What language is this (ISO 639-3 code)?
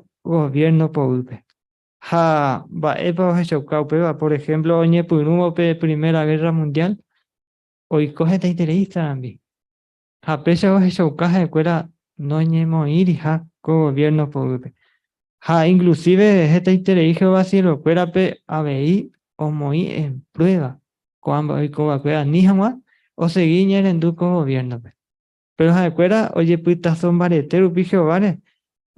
grn